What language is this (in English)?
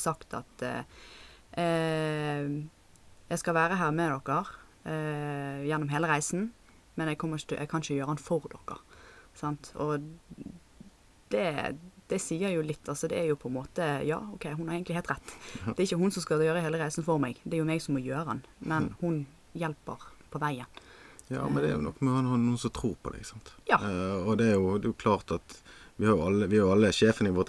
Norwegian